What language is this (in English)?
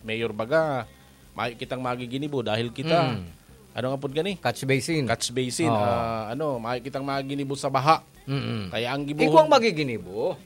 Bikol